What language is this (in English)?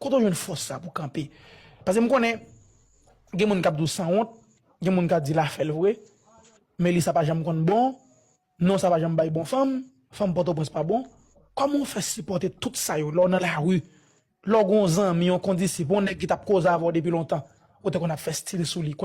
Haitian Creole